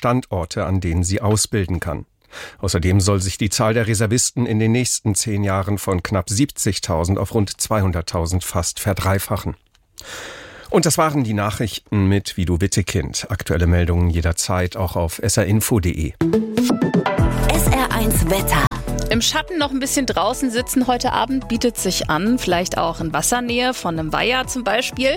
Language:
German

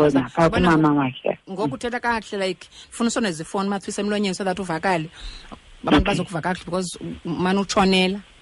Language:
Xhosa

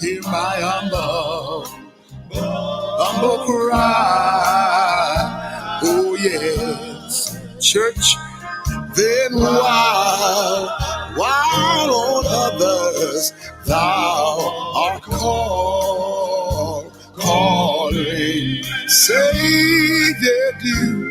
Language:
Papiamento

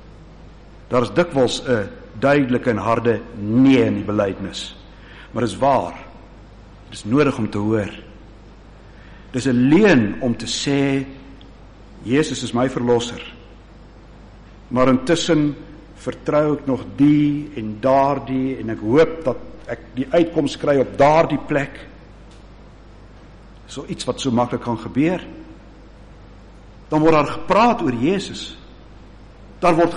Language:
Afrikaans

